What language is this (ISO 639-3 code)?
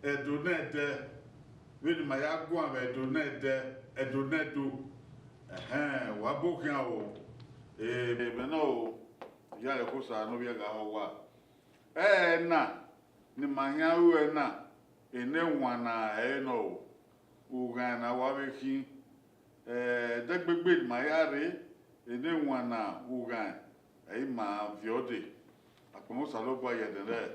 bin